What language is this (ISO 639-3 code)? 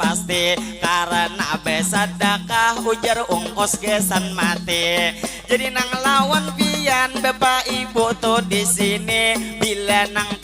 bjn